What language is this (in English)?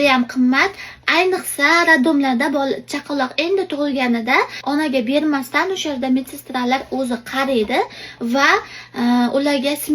Uzbek